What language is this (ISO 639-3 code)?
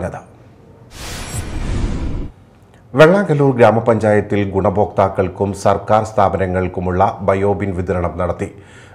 mal